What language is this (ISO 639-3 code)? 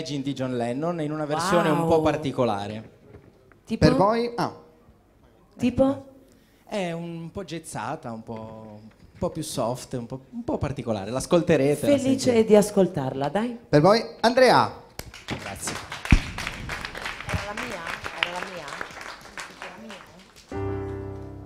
ita